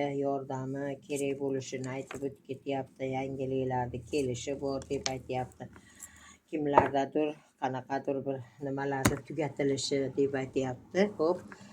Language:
Uzbek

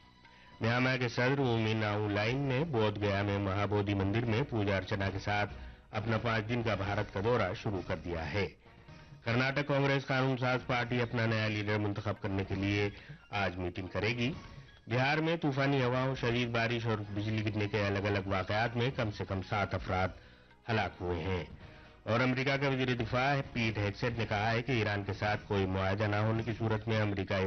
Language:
Urdu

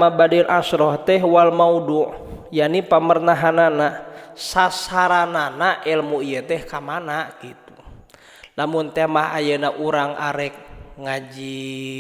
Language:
Sundanese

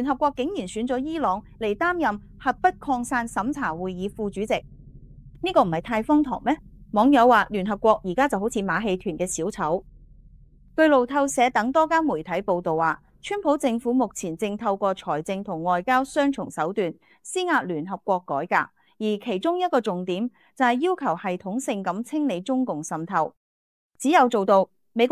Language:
Cantonese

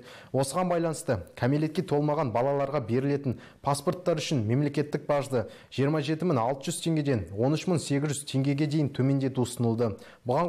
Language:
Kazakh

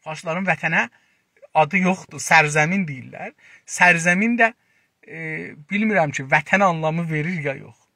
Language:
South Azerbaijani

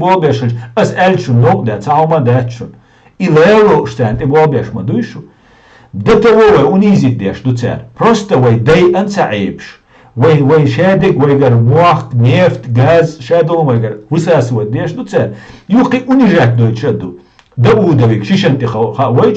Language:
Chechen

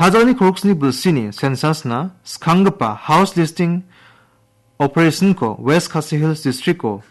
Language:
Garo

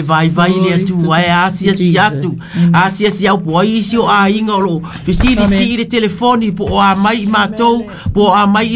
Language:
Samoan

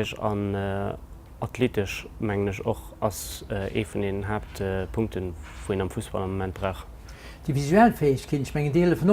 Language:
Luxembourgish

